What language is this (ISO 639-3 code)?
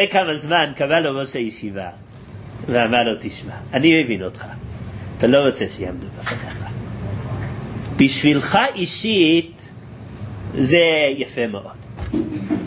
heb